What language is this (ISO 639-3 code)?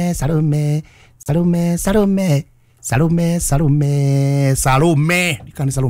kik